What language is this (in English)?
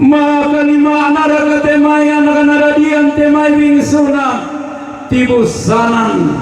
Toraja-Sa'dan